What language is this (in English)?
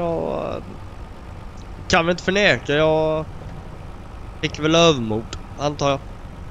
Swedish